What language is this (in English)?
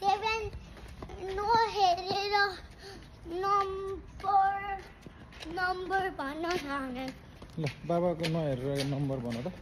Nepali